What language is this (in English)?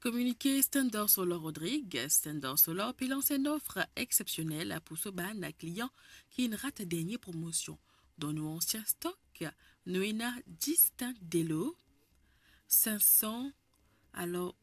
Morisyen